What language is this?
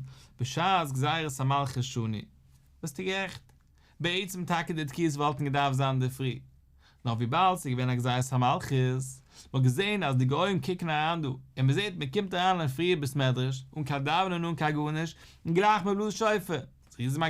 Yiddish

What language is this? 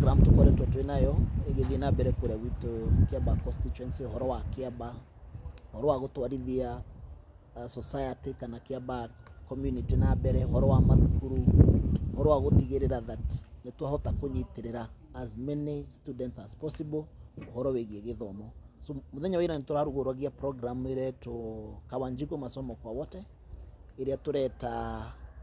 Kikuyu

